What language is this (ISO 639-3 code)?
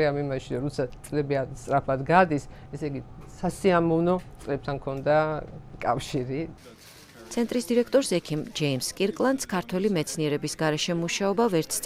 kat